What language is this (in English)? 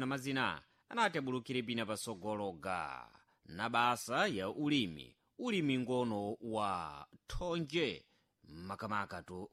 Sena